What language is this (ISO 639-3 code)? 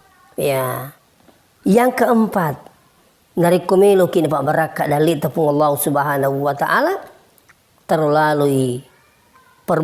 bug